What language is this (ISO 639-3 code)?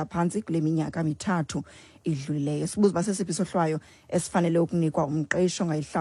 xho